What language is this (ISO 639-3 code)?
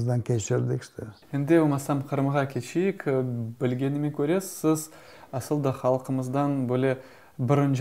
crh